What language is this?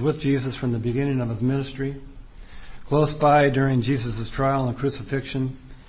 English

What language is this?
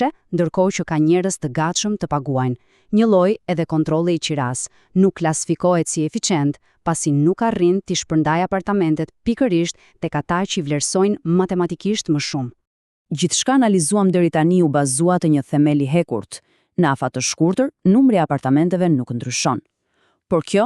Albanian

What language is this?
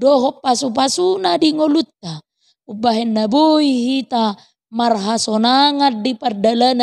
Batak Toba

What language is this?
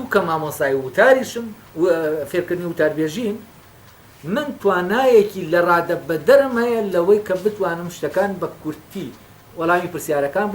Central Kurdish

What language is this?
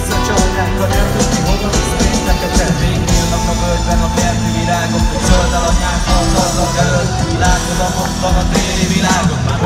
Hungarian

